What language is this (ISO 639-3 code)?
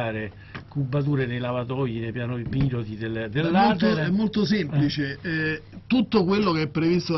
ita